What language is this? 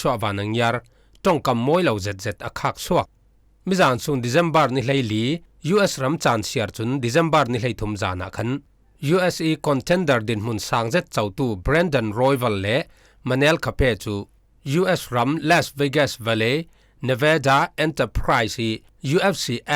Falam Chin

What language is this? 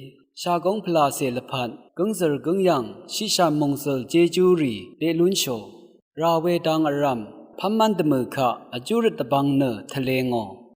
Rawang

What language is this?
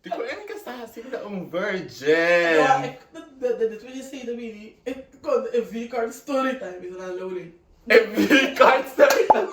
Papiamento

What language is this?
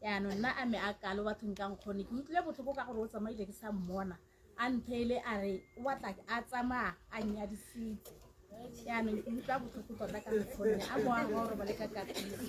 Tswana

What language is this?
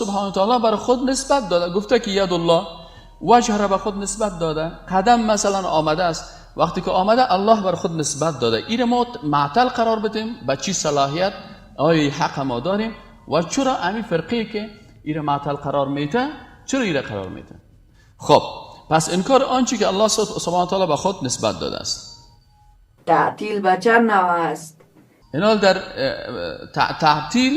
Persian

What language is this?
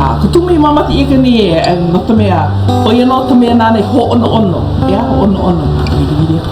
Hawaiian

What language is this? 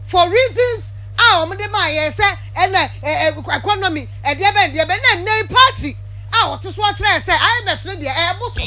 Akan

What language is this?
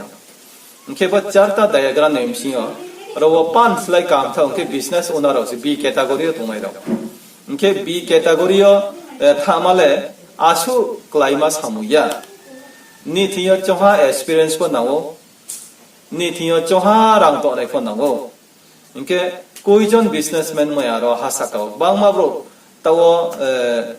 Riang (India)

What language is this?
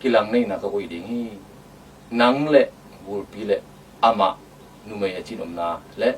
Tedim Chin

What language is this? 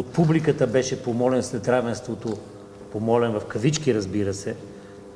Bulgarian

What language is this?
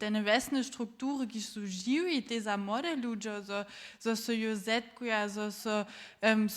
Upper Sorbian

